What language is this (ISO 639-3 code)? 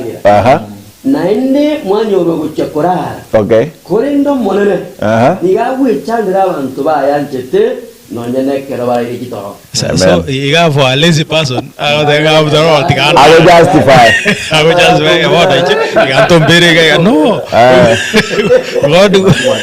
guz